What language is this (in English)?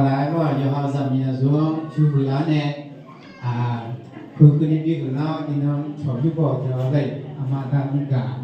Akha